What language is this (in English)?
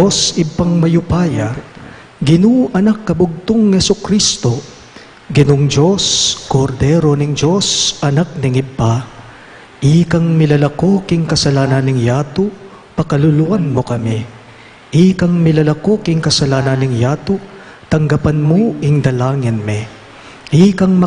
Pampanga